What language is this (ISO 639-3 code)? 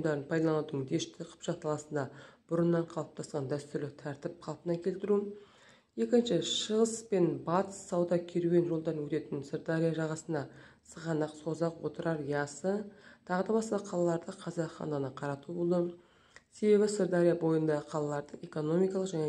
kaz